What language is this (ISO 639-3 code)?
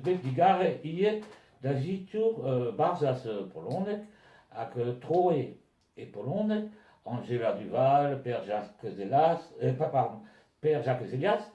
bre